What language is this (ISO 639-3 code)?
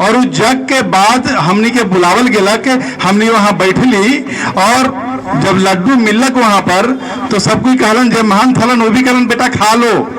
mag